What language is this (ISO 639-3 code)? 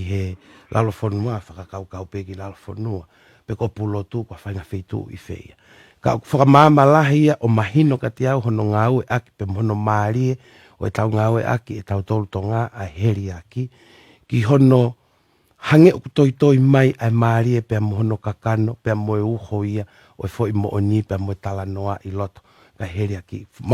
ton